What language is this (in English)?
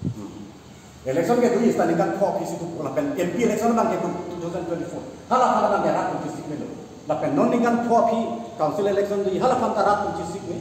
Karbi